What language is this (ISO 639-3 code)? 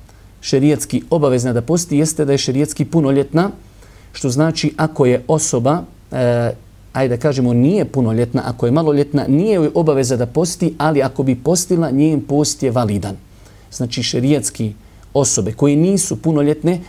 bos